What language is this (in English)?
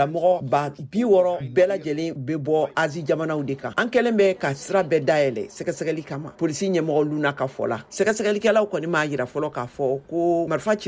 Bambara